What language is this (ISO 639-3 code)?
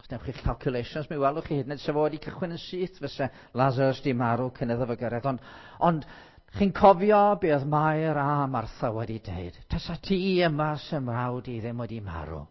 cym